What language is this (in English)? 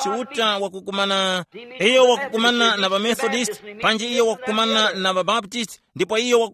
Tumbuka